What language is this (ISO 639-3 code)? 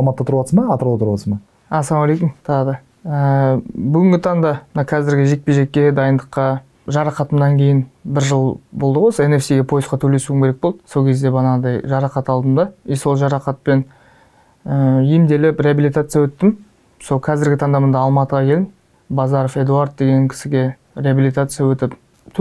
kaz